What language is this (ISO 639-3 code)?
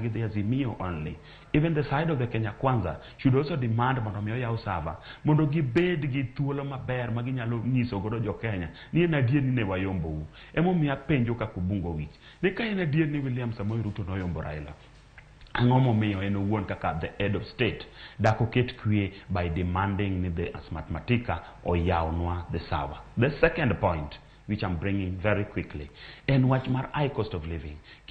luo